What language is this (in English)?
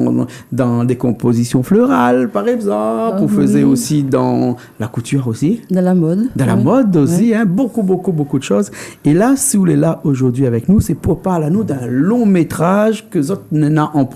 Réunion Creole French